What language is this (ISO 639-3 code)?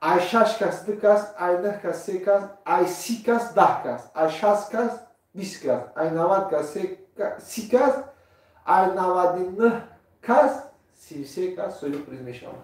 tgk